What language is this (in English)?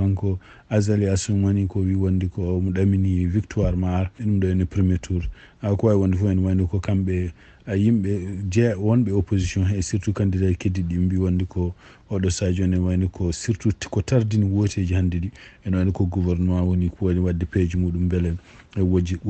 Fula